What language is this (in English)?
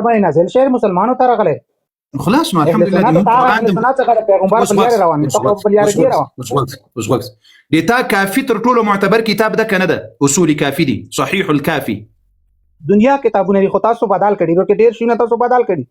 Pashto